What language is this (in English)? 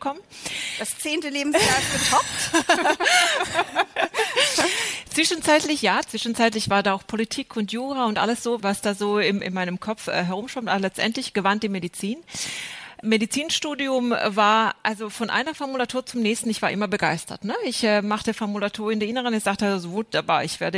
German